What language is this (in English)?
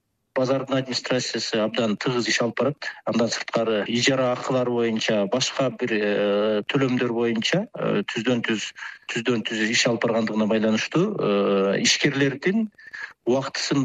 Kyrgyz